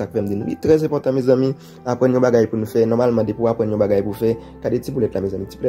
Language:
Haitian Creole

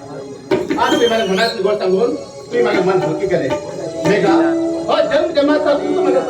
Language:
Konkani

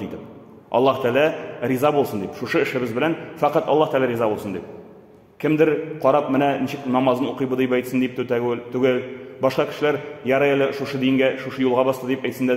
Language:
Tatar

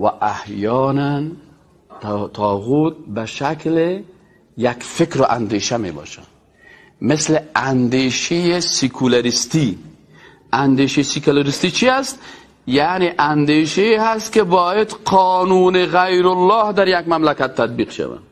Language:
Persian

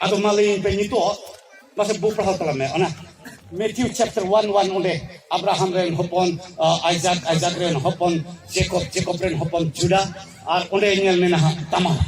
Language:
Santali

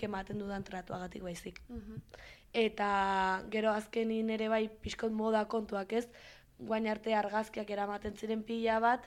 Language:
Basque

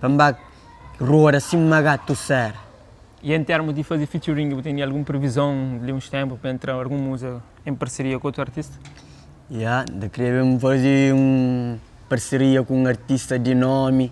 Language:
Kabuverdianu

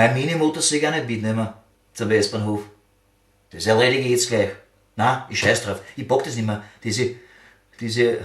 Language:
Bavarian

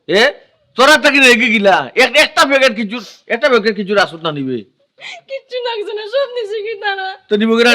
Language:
Sylheti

